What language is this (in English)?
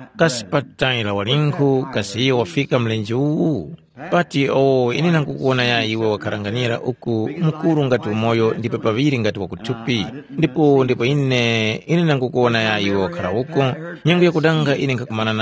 Tumbuka